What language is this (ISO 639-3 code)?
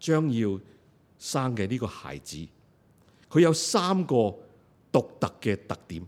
yue